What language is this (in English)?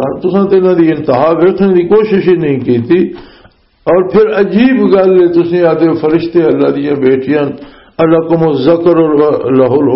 Western Panjabi